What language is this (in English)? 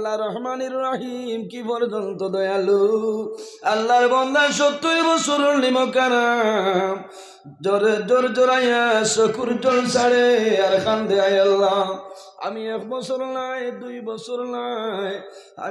Sylheti